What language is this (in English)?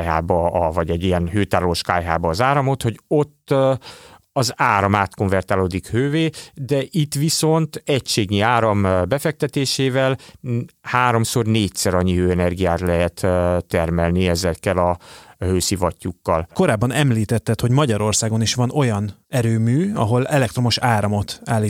Hungarian